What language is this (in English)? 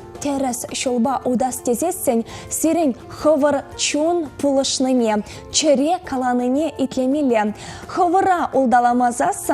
Chuvash